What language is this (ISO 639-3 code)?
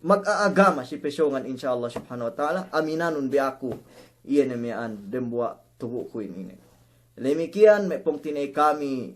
yka